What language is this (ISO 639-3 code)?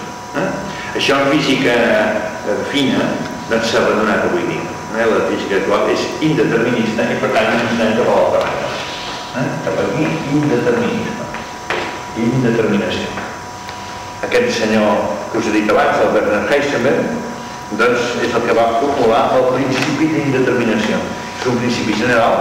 cat